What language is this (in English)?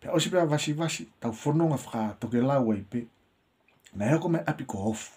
Tongan